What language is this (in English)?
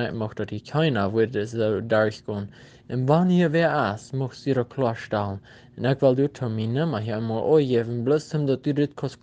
Plautdietsch